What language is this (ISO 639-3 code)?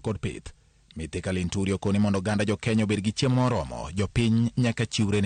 luo